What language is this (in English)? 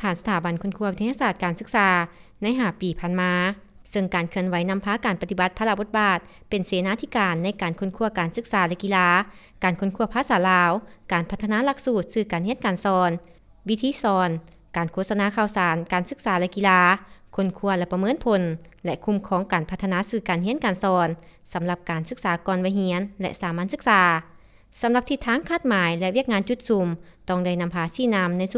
Lao